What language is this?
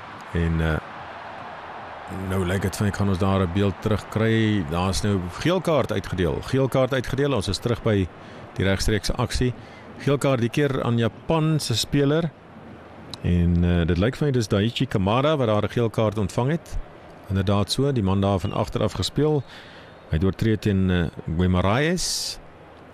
Afrikaans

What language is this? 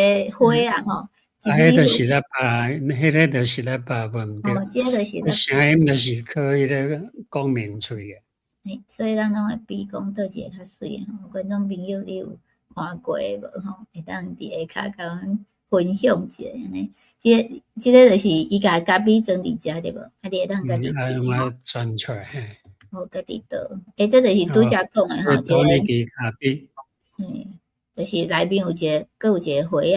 Min Nan Chinese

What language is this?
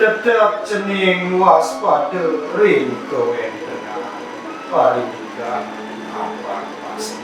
Balinese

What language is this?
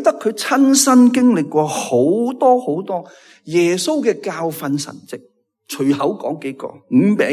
Cantonese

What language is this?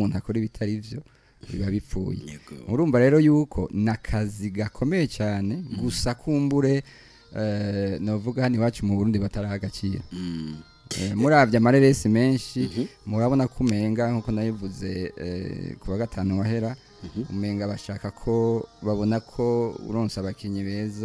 Rundi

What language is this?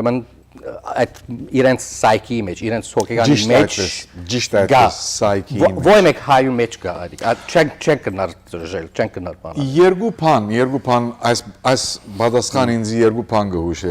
Western Armenian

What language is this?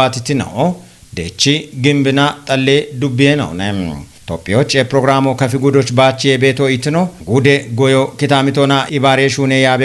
Kafa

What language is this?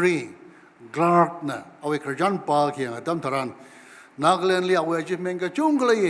Tangkhul Naga (India)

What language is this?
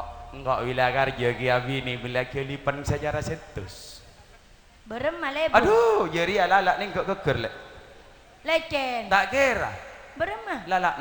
Madurese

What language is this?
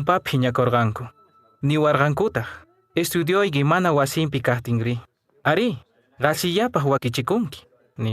Quechua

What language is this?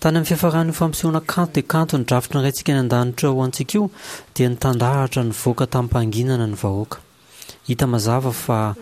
Malagasy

